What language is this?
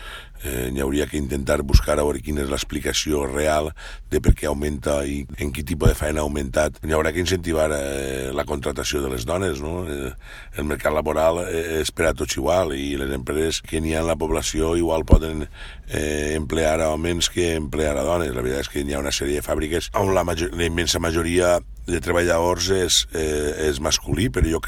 Catalan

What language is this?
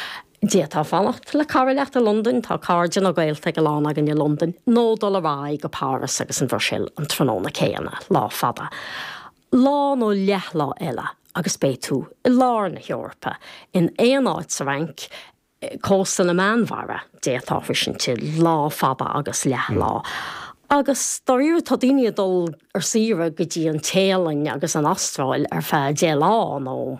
Irish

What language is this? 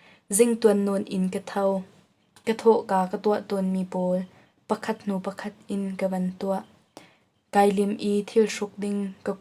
Hakha Chin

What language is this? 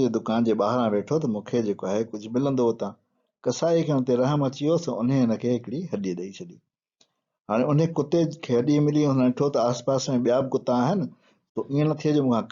Sindhi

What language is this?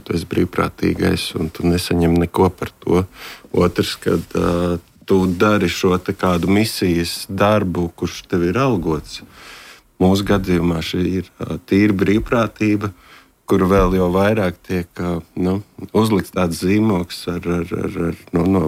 Latvian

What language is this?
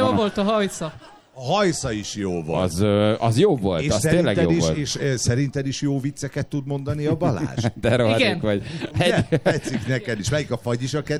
Hungarian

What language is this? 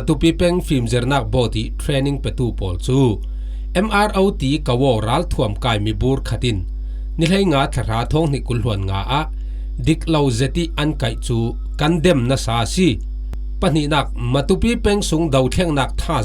Falam Chin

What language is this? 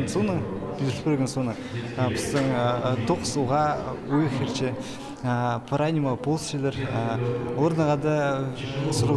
Khakas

